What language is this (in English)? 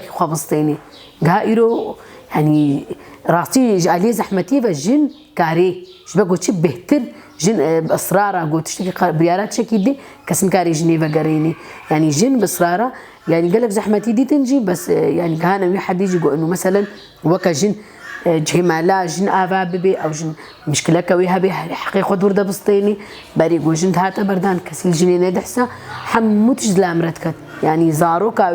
Kurdish